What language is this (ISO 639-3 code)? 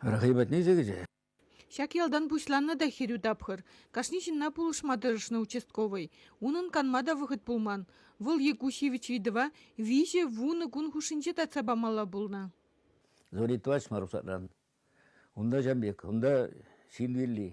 chv